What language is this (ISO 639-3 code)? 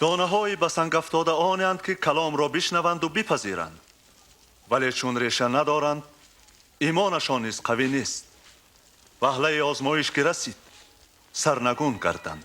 tgk